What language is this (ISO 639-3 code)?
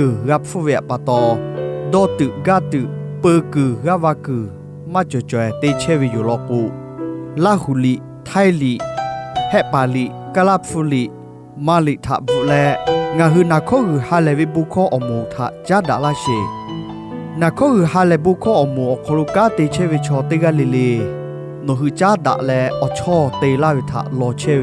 lhu